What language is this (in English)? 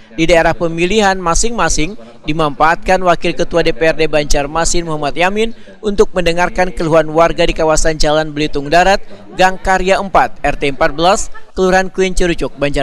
Banjar